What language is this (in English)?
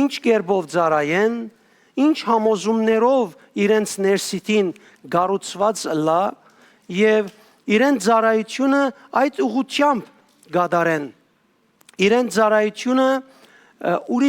Western Armenian